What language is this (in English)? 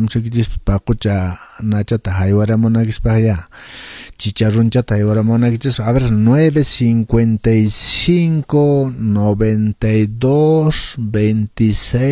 Quechua